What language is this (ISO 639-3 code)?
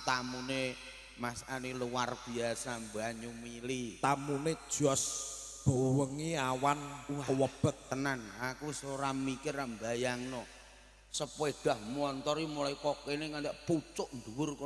jav